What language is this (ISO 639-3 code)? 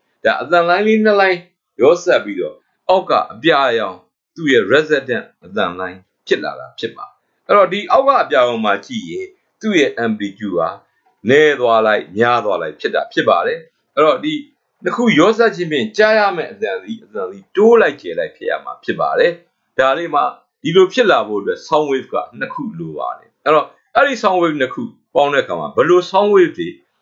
mya